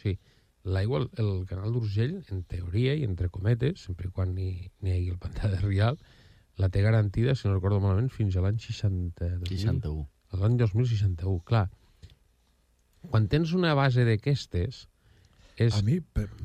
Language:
Catalan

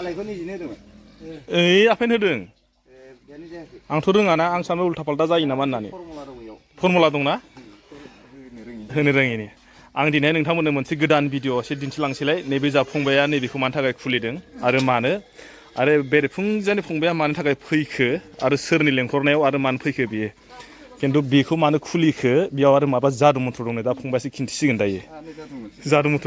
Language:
Bodo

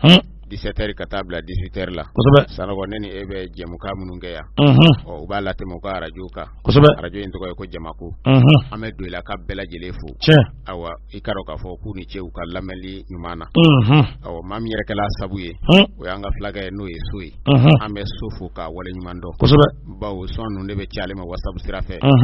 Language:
Bambara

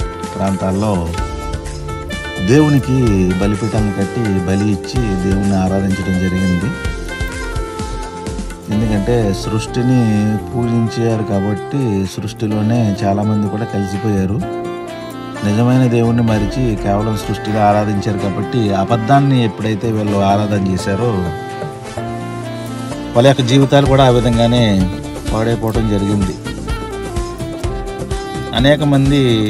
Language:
Telugu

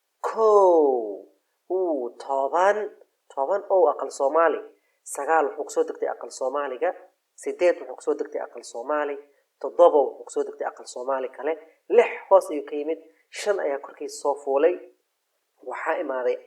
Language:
Somali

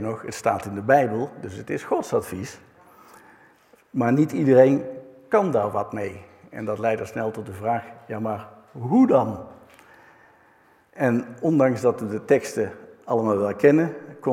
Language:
Dutch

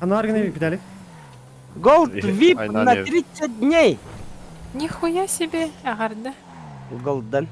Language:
Yakut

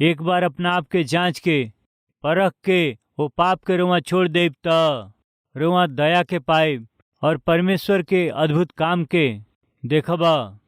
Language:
Bhojpuri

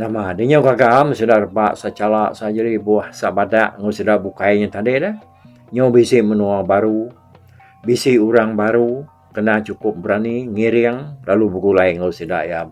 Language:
Iban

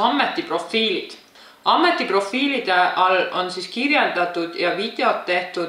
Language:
Estonian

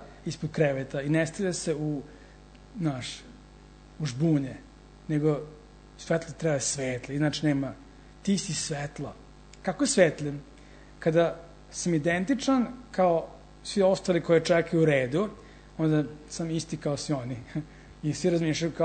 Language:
Serbian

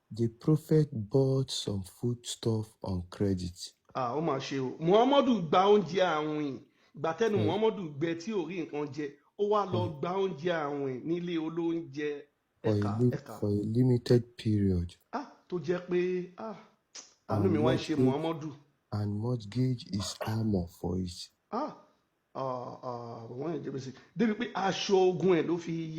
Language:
Yoruba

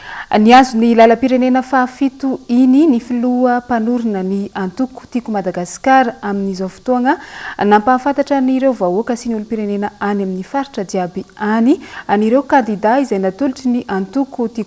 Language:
Malagasy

